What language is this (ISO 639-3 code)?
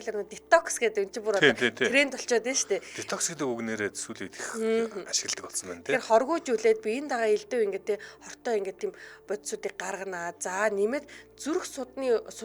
mon